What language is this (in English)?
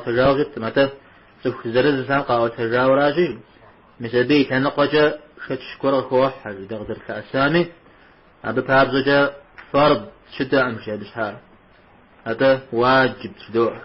Kabardian